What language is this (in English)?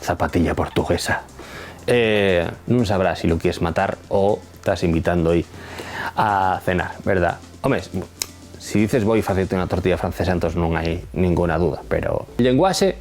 Asturian